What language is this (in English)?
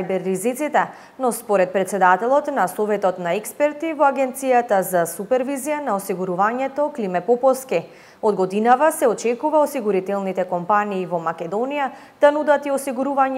Macedonian